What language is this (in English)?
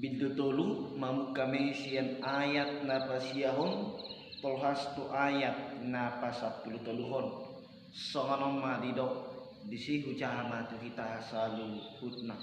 Batak Toba